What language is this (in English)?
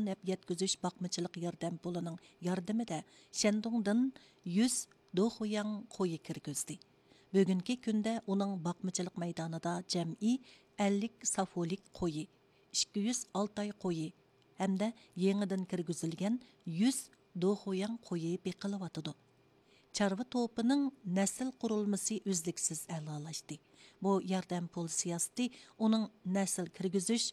Uyghur